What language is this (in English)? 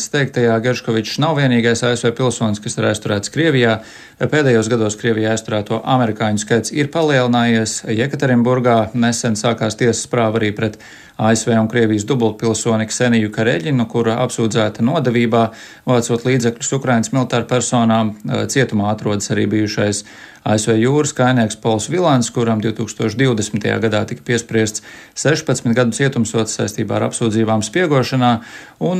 Latvian